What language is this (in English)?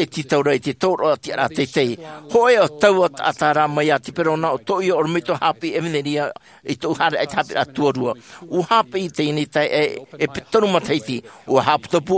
Tahitian